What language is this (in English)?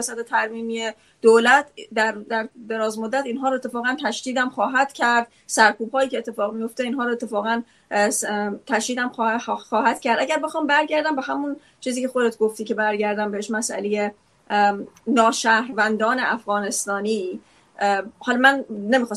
Persian